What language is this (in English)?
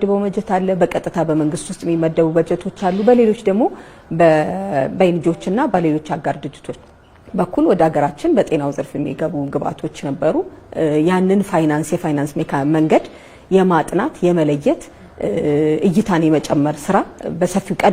Amharic